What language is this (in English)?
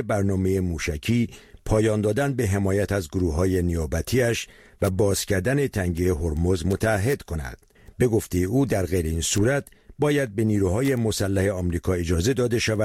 Persian